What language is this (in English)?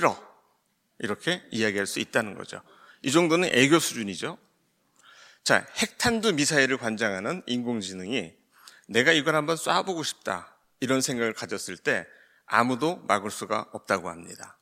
Korean